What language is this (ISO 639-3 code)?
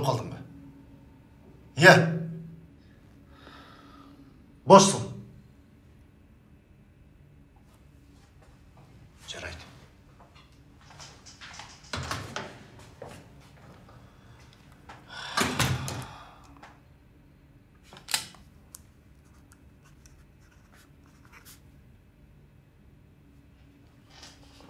kir